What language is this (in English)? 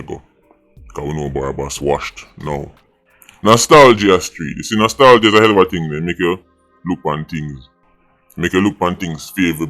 Jamaican Creole English